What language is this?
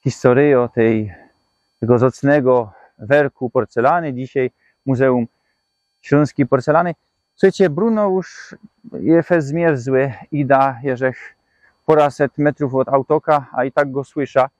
Silesian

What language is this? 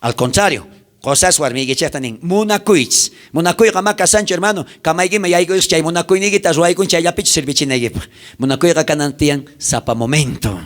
South Bolivian Quechua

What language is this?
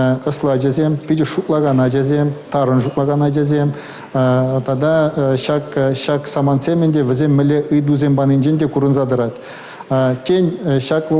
Chuvash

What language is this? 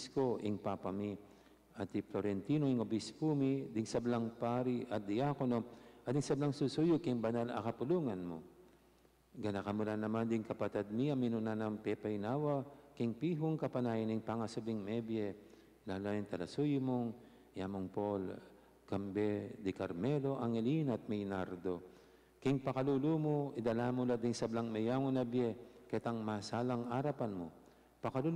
Pampanga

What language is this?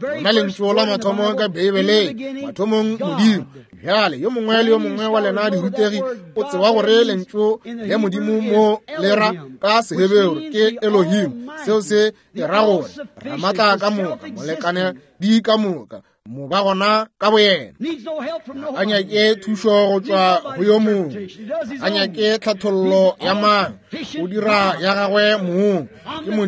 Northern Sotho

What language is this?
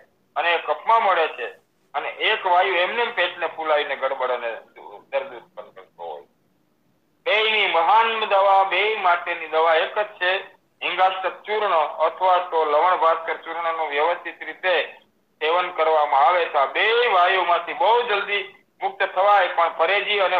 Gujarati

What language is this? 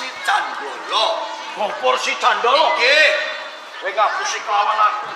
Javanese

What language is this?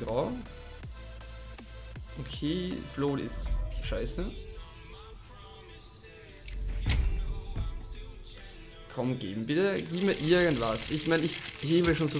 German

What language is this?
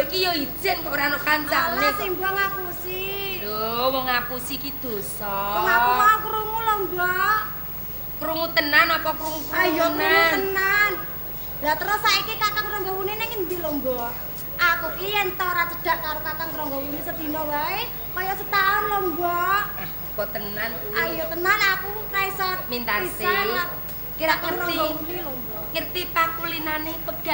Javanese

